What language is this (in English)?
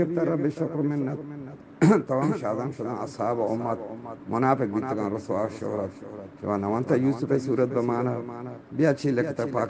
Eastern Balochi